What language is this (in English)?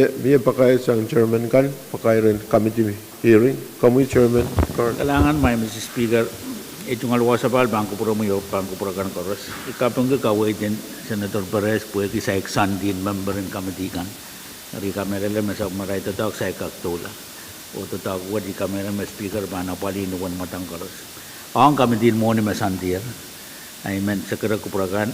Pohnpeian